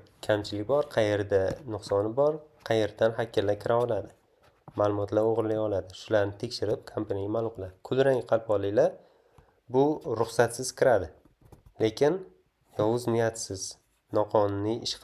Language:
Uzbek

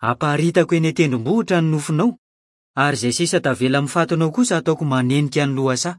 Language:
Malagasy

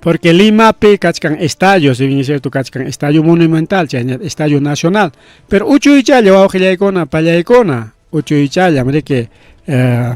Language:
Ayacucho Quechua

